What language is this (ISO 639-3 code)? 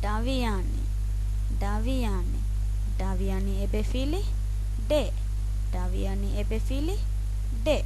div